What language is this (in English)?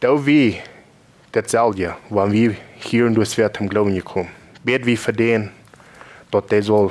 Plautdietsch